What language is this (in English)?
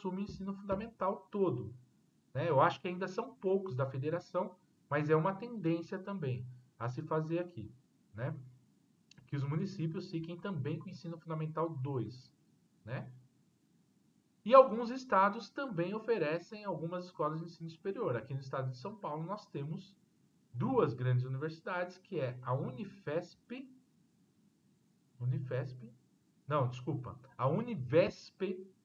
Portuguese